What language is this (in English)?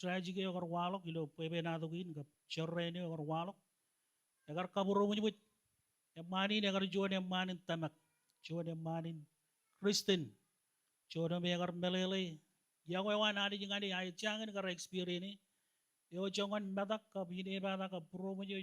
Marshallese